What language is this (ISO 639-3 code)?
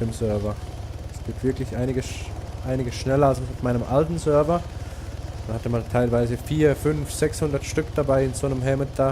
gsw